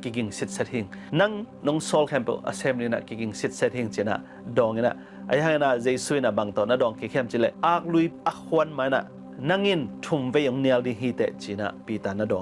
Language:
Tedim Chin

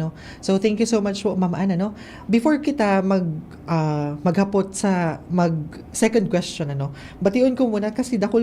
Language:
Bikol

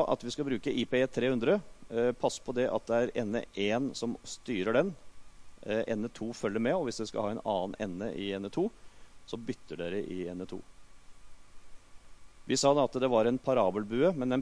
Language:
Norwegian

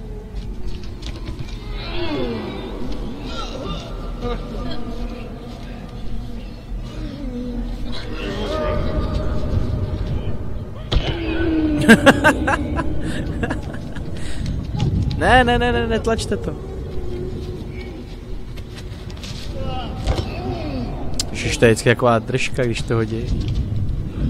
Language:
Czech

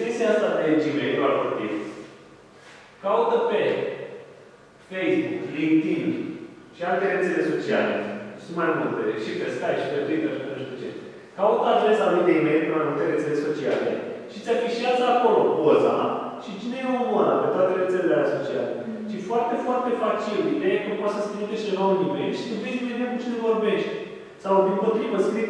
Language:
Romanian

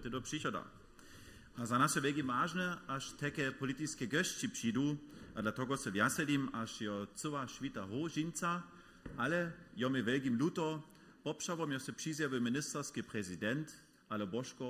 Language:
Upper Sorbian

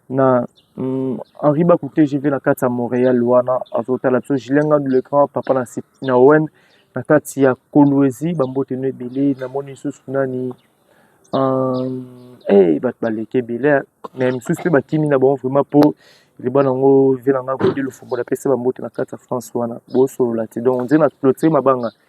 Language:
Lingala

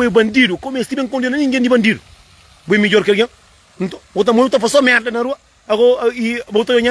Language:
Kabuverdianu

